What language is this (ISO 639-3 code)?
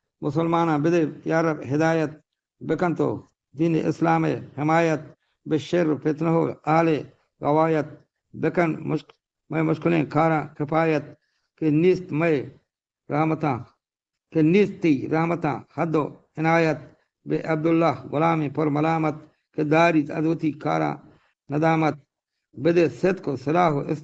bgp